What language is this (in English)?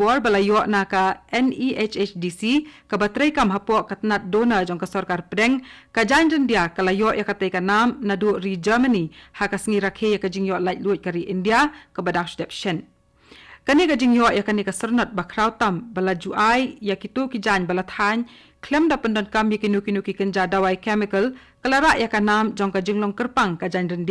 Khasi